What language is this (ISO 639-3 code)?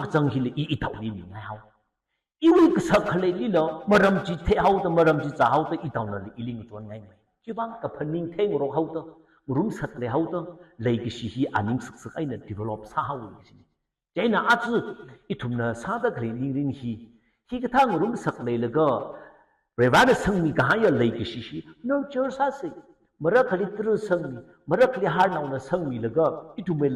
nmf